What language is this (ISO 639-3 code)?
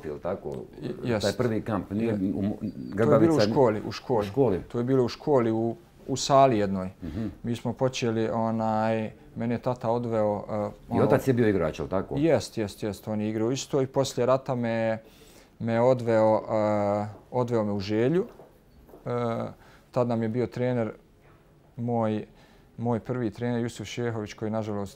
bos